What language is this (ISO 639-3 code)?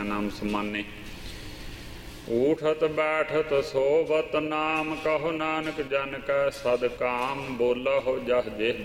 pan